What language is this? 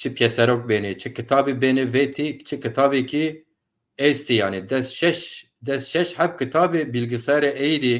Zaza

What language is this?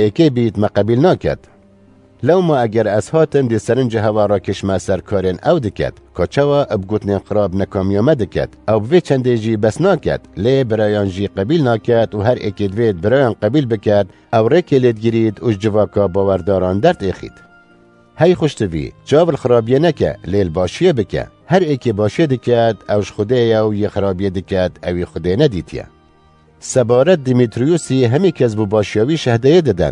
Kurdish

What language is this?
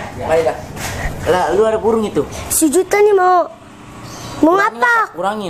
Betawi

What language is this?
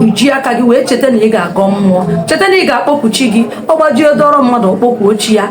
Igbo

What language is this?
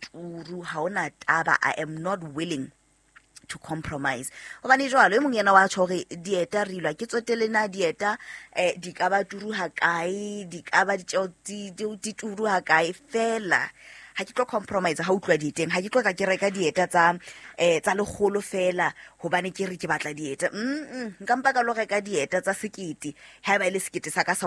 Southern Sotho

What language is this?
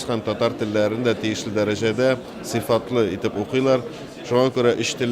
Tatar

